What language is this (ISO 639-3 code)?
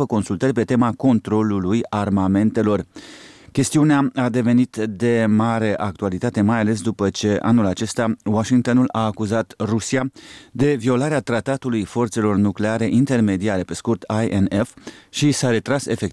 ron